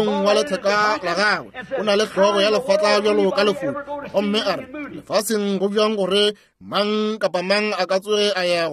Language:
Northern Sotho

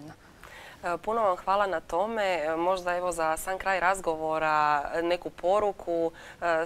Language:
Croatian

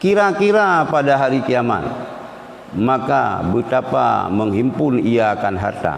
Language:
Achinese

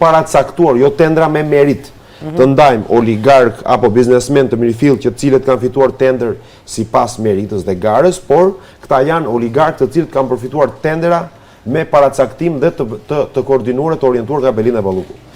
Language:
Albanian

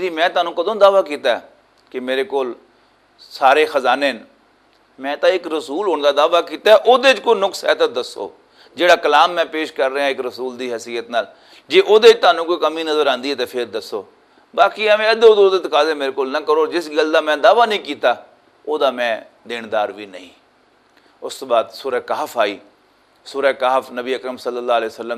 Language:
Western Panjabi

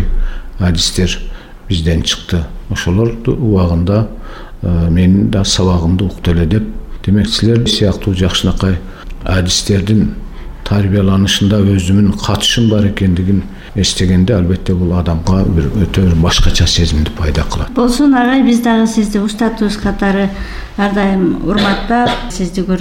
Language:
Kyrgyz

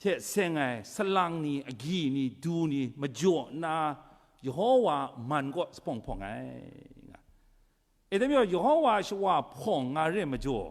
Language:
Kachin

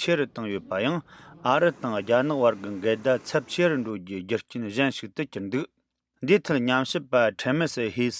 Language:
Tibetan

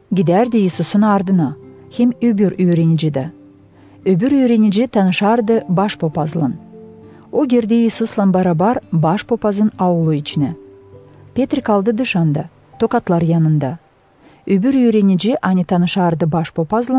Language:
Gagauz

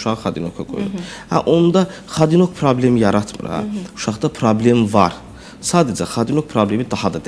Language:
Azerbaijani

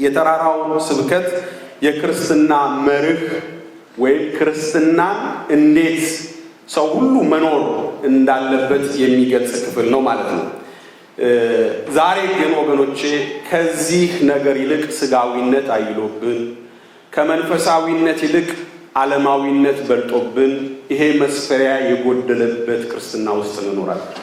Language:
Amharic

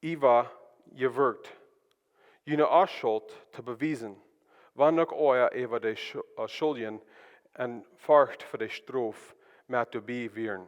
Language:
Plautdietsch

